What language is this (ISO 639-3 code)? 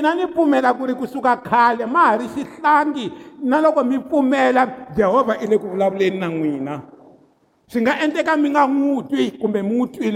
tso